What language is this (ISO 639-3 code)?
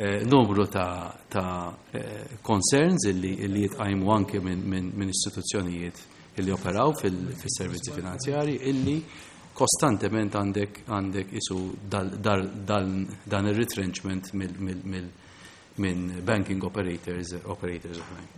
mlt